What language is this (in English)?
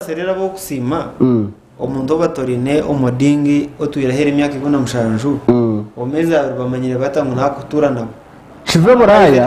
Nyankole